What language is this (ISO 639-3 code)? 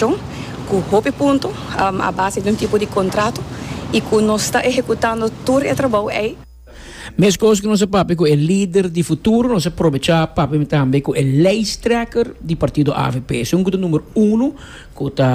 pap